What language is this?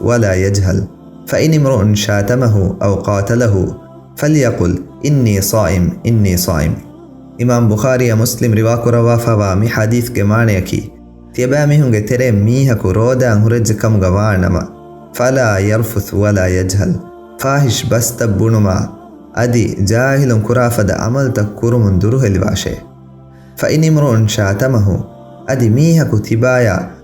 Divehi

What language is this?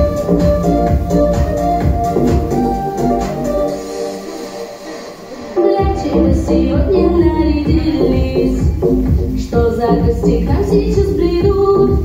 Russian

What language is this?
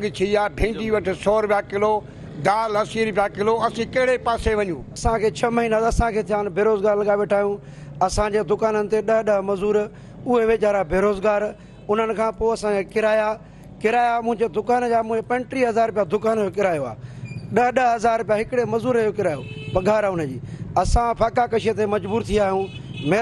Sindhi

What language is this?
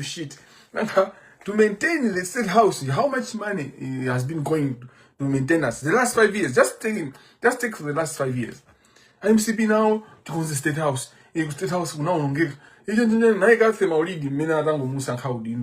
Nyanja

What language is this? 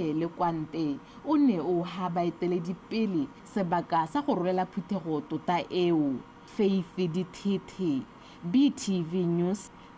Tswana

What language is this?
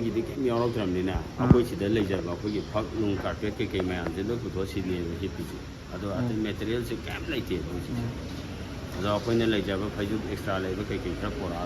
Manipuri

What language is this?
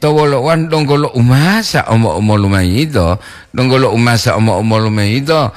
Gorontalo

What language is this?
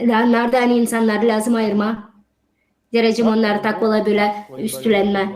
Gagauz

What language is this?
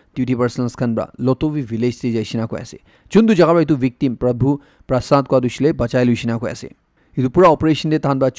Naga Pidgin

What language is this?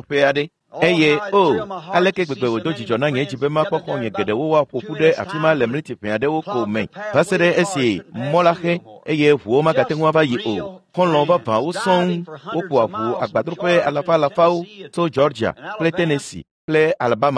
Ewe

